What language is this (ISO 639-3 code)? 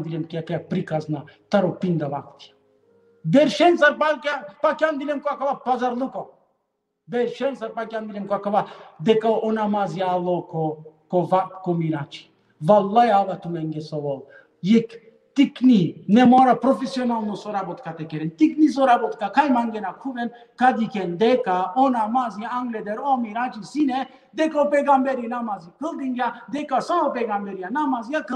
rmn